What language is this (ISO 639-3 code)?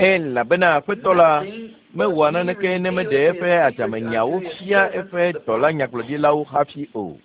ewe